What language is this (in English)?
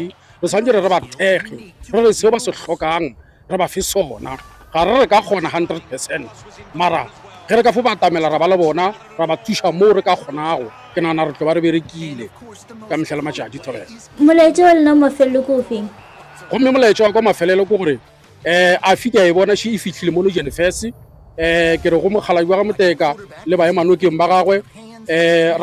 Northern Sotho